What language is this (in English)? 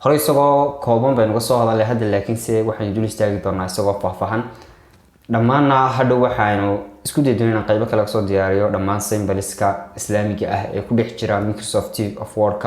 Somali